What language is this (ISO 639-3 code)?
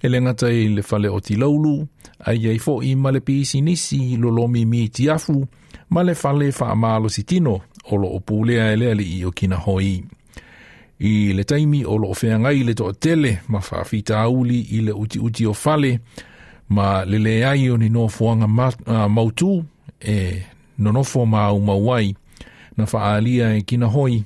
smo